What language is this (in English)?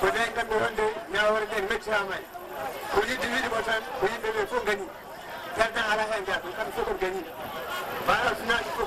Fula